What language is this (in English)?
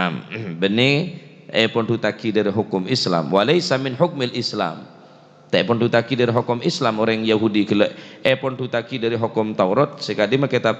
Madurese